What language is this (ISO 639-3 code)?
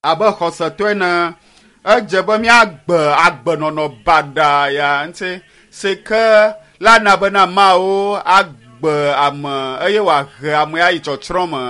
ewe